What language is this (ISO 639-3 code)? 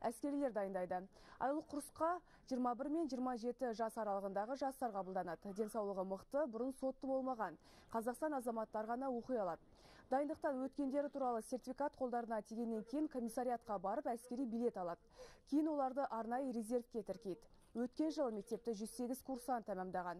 kaz